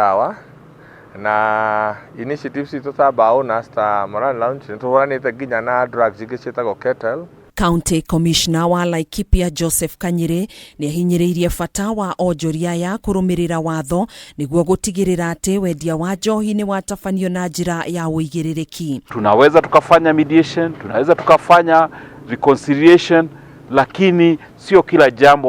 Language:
Kikuyu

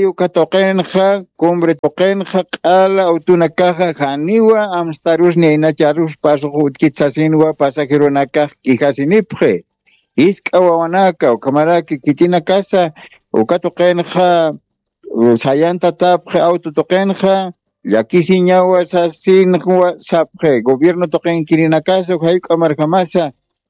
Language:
Aymara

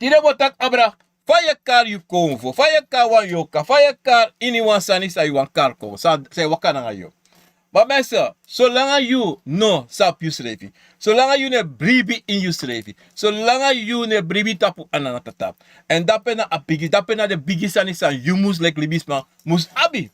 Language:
Sranan Tongo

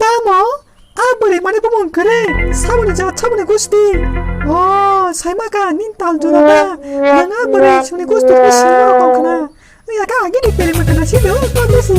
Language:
Kok Borok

